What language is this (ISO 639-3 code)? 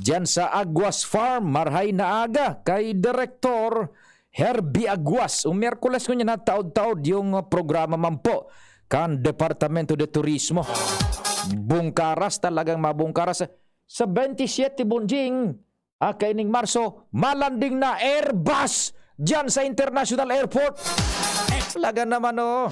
bik